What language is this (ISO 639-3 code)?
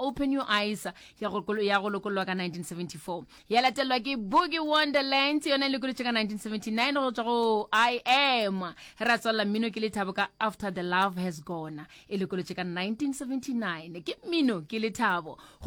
nso